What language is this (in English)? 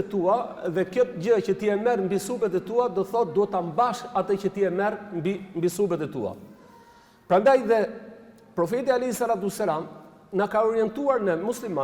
Albanian